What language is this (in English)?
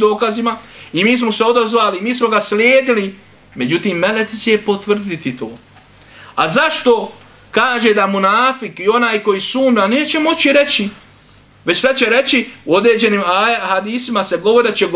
Bosnian